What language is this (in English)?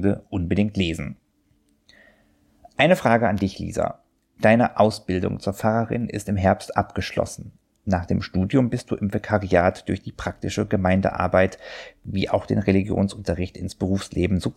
German